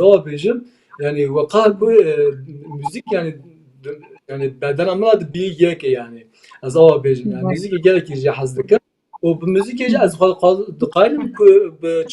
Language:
Kurdish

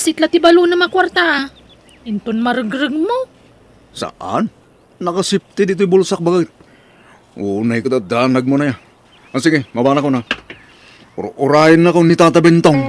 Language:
Iloko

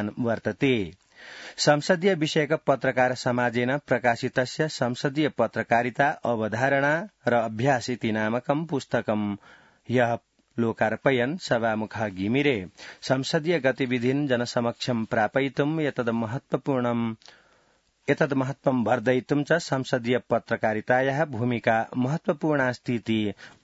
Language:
Sanskrit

